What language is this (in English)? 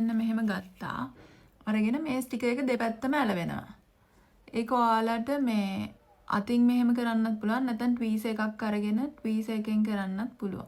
Sinhala